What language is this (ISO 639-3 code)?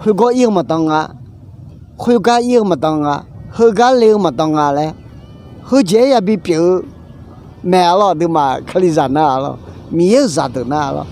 ahk